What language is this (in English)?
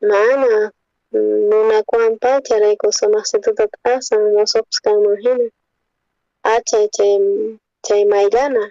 South Bolivian Quechua